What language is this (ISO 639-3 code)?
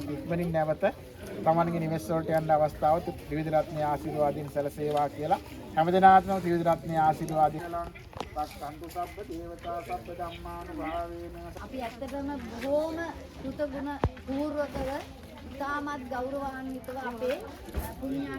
sin